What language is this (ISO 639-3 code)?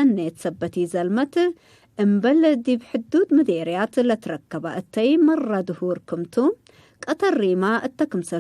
tig